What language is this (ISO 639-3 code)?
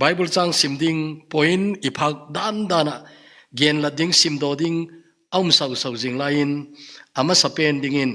tcz